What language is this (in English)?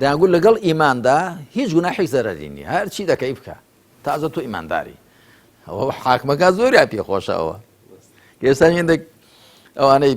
Central Kurdish